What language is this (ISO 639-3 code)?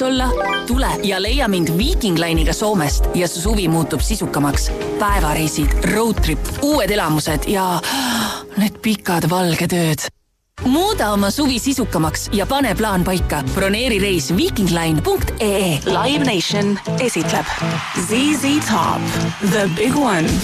est